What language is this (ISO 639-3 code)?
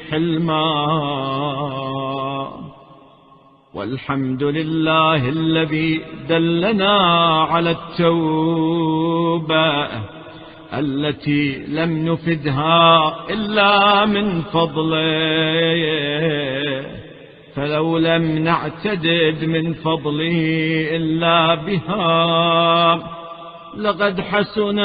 ara